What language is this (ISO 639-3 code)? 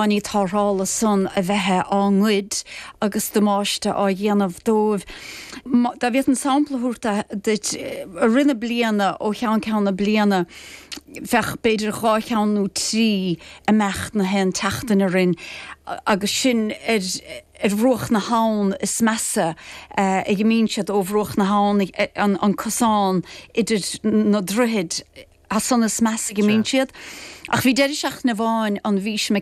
gle